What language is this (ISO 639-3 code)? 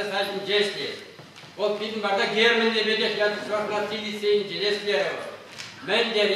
chv